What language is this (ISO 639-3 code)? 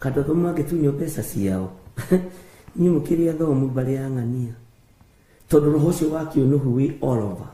kik